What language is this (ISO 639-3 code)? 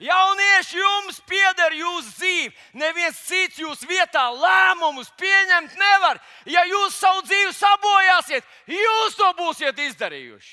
lav